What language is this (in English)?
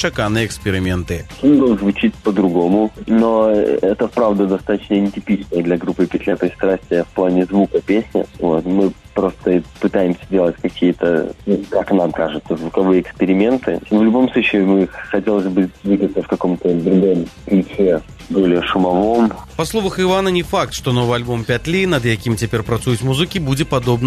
Belarusian